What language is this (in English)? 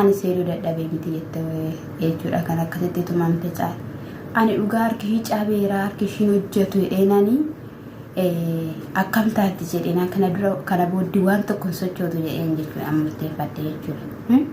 Oromo